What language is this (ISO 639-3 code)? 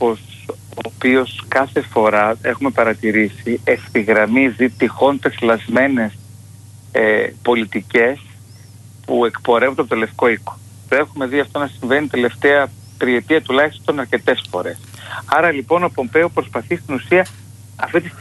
ell